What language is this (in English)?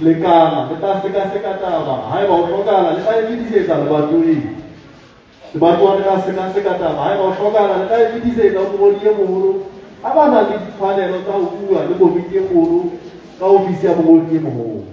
Southern Sotho